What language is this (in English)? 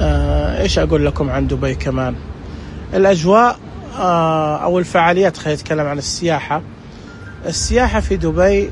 Najdi Arabic